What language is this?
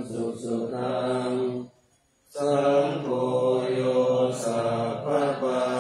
Pali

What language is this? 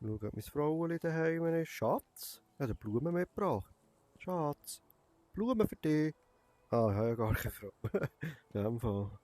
Swiss German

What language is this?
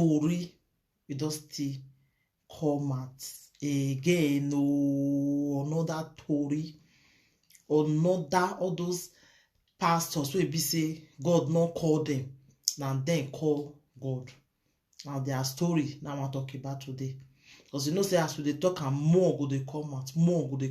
Nigerian Pidgin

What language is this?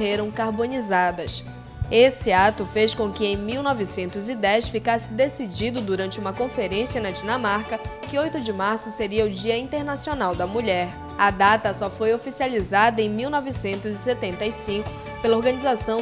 Portuguese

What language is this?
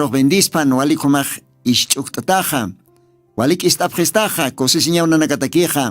Aymara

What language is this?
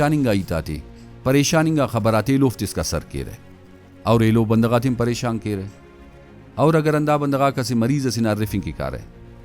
Brahui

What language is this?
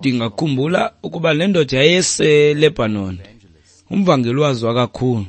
Xhosa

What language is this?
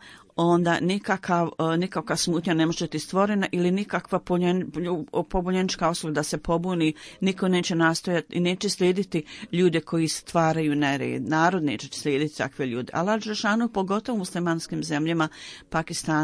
Bosnian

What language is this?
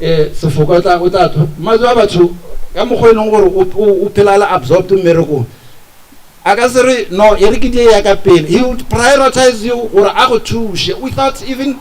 Northern Sotho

